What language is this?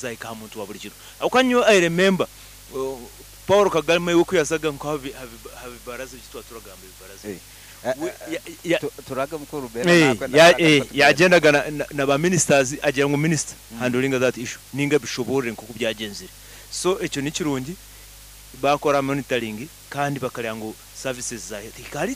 Nyoro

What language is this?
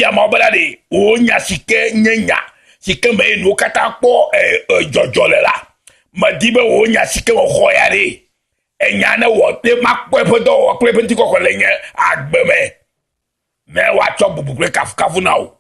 Ewe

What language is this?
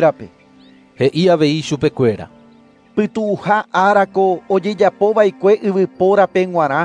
Guarani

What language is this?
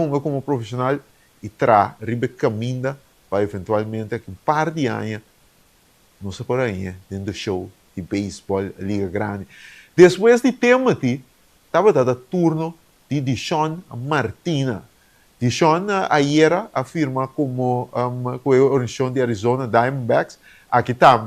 Papiamento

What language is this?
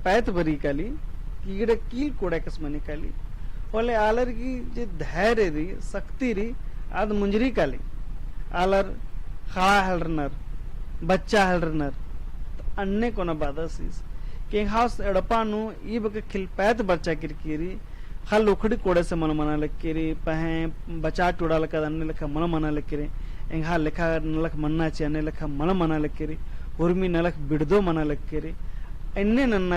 Kurukh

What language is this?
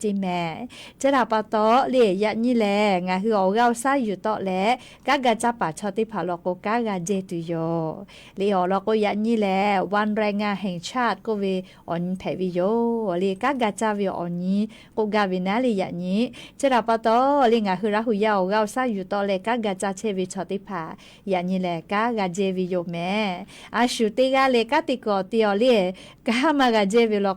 Lahu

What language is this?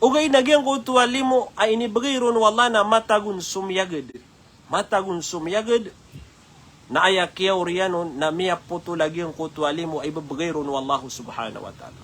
Maranao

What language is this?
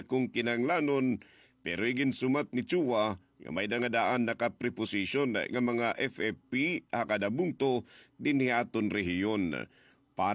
Waray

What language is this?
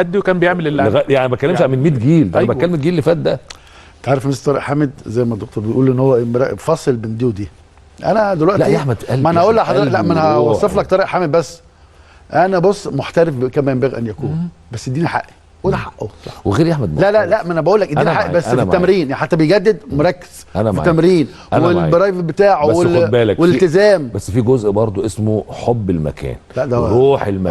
Egyptian Arabic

